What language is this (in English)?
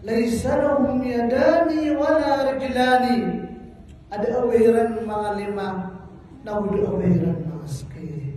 Maranao